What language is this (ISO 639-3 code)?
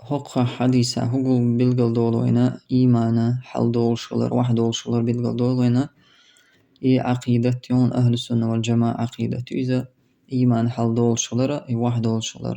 che